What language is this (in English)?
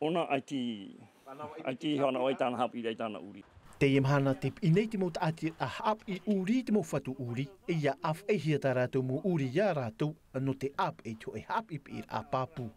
Tahitian